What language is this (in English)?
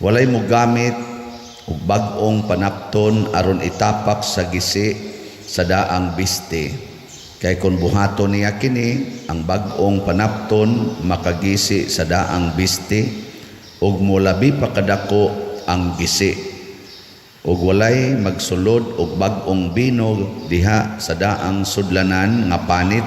Cebuano